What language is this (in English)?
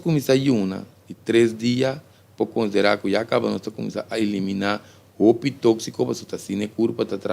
Papiamento